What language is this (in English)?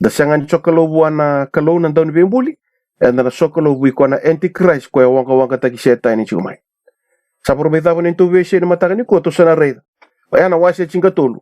Fijian